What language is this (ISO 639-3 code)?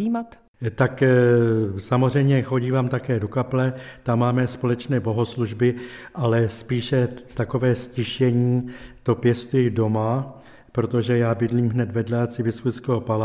ces